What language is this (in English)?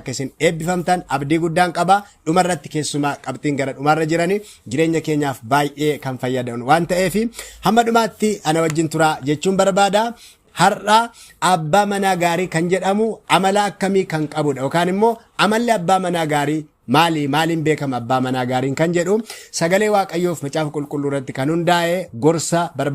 Oromo